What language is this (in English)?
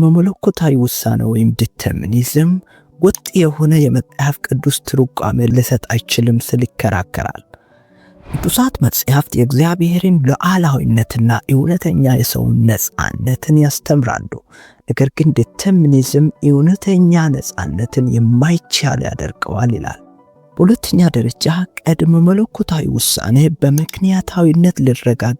Amharic